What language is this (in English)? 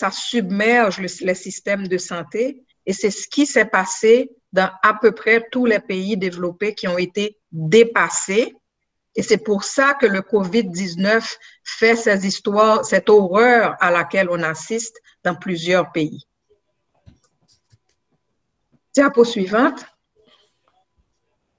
French